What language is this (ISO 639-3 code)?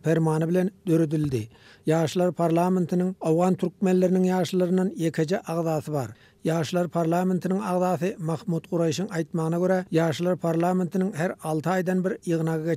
tuk